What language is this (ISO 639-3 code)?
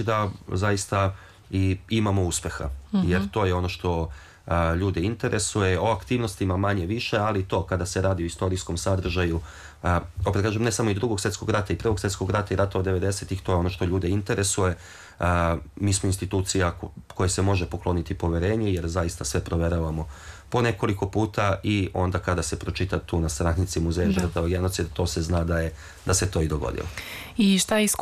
srp